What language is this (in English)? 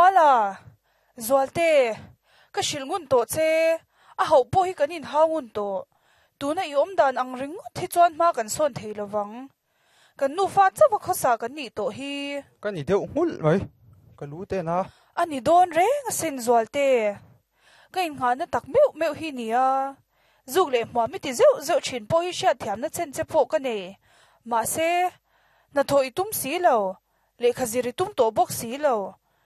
Mizo